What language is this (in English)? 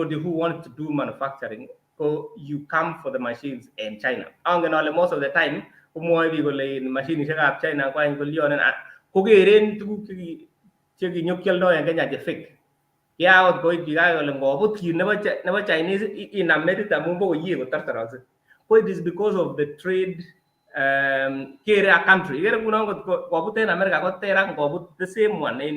Kalenjin